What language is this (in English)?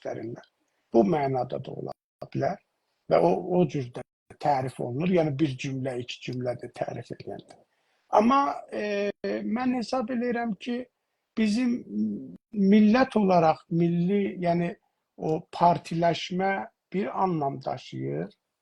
South Azerbaijani